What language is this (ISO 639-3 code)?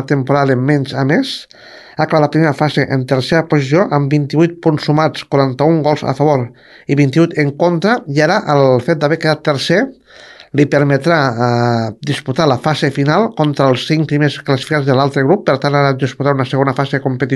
cat